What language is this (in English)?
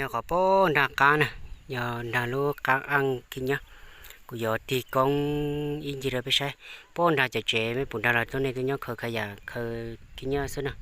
Hmong